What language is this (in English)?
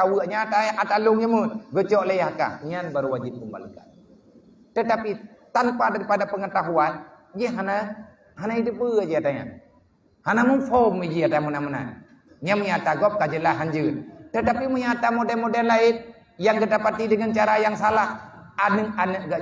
Achinese